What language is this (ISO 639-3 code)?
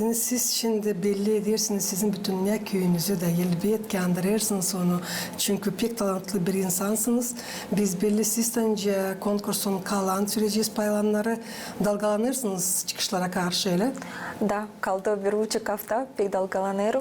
gag